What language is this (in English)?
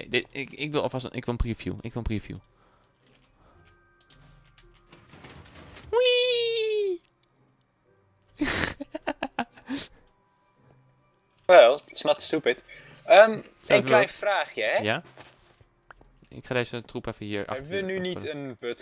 Dutch